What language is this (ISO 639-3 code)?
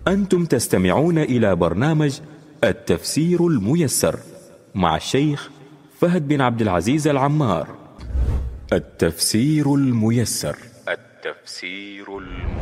ara